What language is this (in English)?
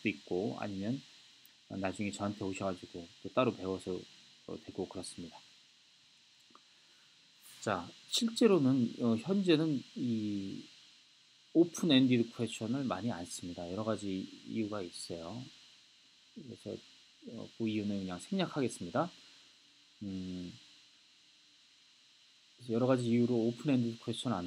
Korean